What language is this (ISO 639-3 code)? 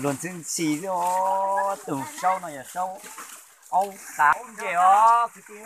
hmn